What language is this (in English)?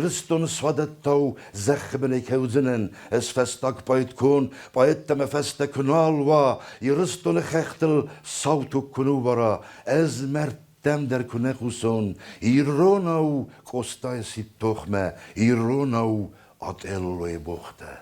Ossetic